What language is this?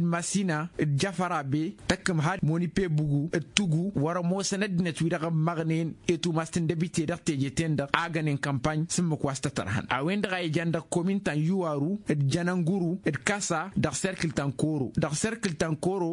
Tamasheq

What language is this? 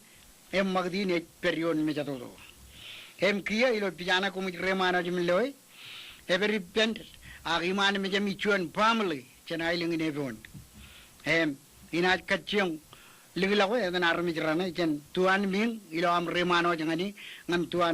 Marshallese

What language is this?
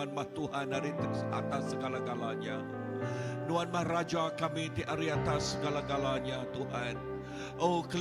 Iban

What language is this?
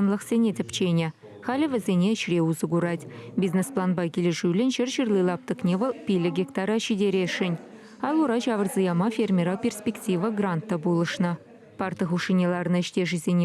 Chuvash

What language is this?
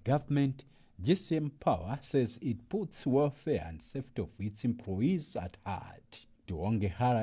English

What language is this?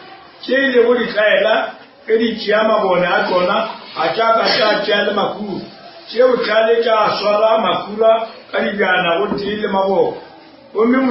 Northern Sotho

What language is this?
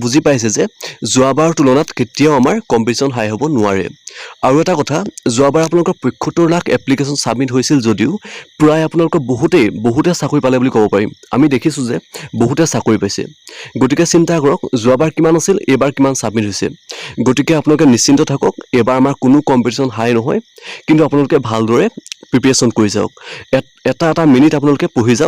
Assamese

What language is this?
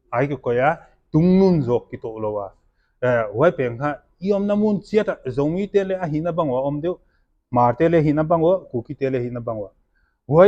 Paite Chin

